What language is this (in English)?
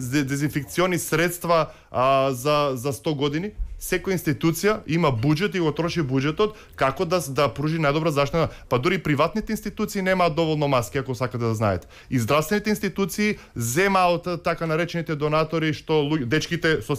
Macedonian